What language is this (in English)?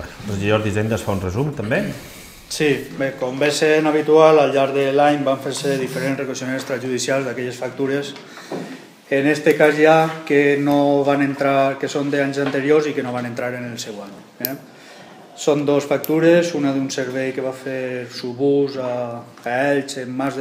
Catalan